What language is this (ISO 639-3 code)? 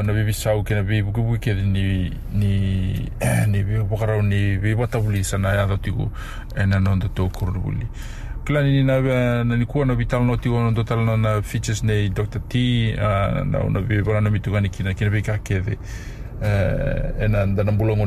fij